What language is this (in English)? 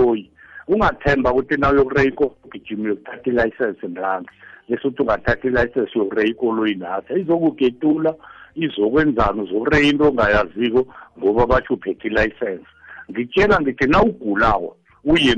South Ndebele